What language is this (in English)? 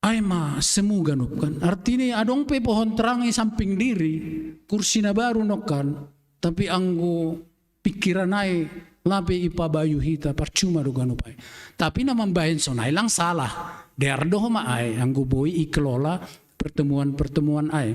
Batak Simalungun